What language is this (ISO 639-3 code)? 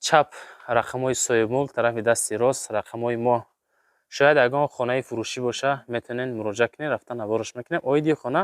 tgk